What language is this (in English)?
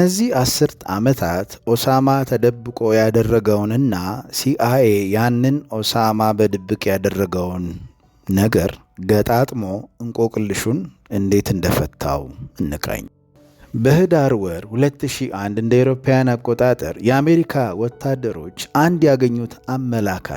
Amharic